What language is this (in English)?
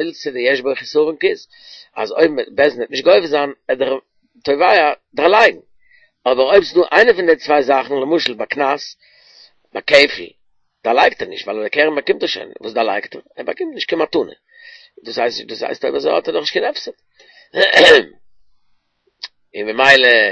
Yiddish